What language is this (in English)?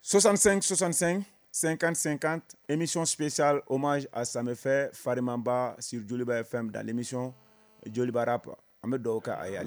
Bambara